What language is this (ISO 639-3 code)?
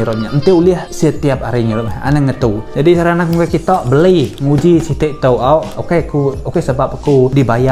iba